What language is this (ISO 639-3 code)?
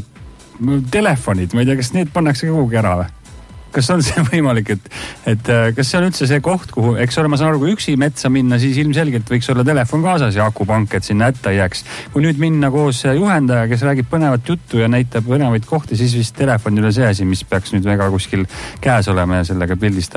est